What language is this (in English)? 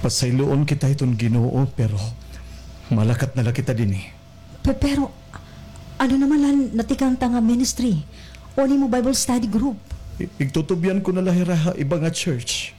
Waray